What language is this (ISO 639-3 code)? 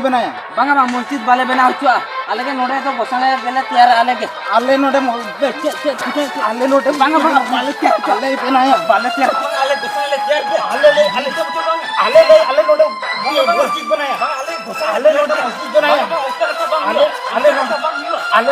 sat